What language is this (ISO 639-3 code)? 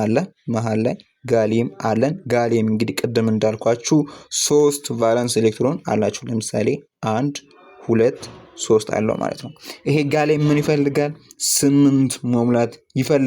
amh